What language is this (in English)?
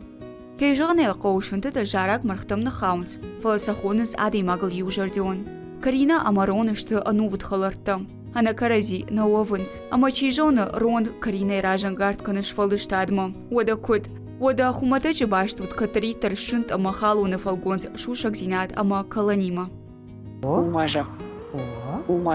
Ossetic